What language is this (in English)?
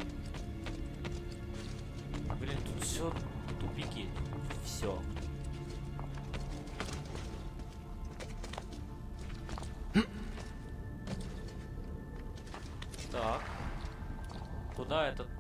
Russian